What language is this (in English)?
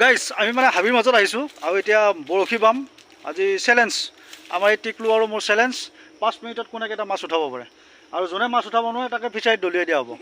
Assamese